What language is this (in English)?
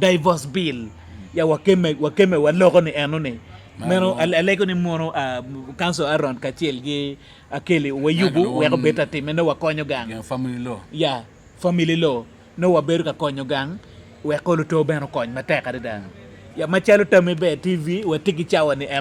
Acoli